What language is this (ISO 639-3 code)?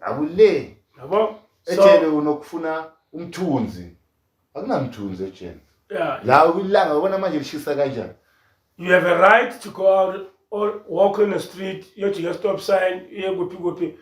zul